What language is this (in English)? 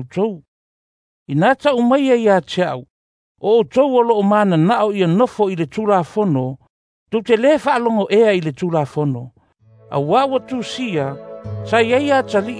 Samoan